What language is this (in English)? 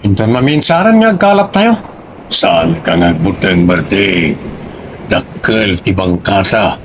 Iloko